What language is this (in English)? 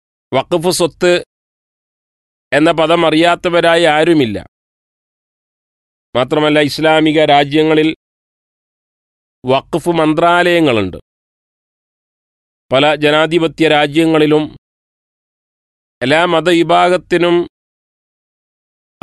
Malayalam